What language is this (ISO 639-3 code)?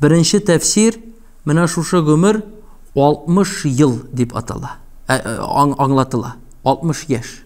tat